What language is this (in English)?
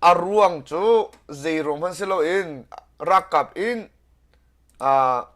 Hakha Chin